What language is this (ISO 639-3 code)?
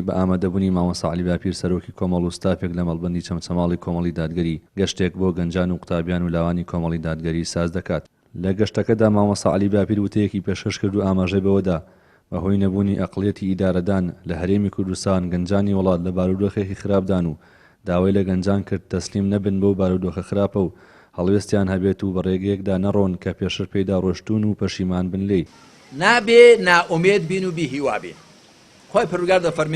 ckb